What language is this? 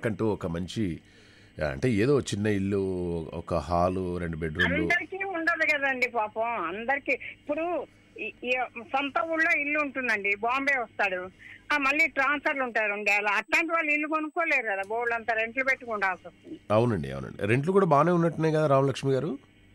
Telugu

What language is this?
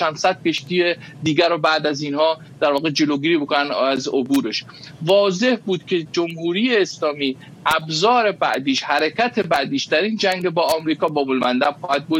Persian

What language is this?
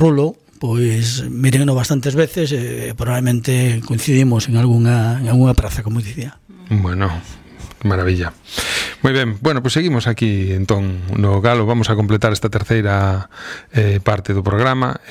Galician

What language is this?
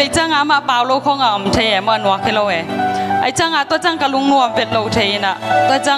Tedim Chin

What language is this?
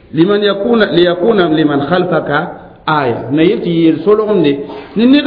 Mossi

